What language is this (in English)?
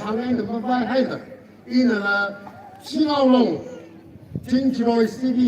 Tangkhul Naga (India)